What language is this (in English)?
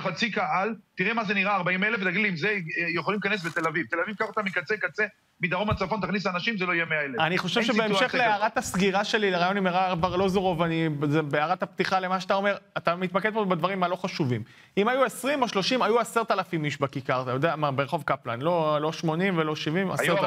Hebrew